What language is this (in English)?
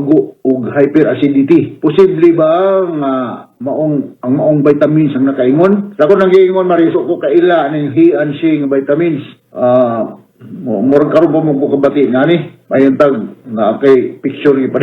Cebuano